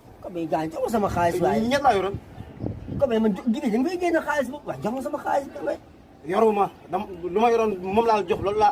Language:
Wolof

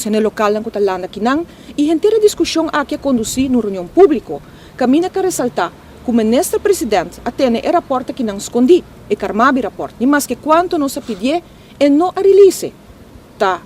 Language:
Papiamento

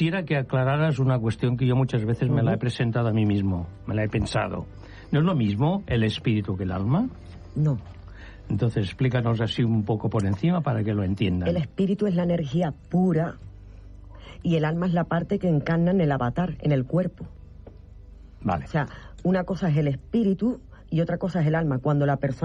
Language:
Spanish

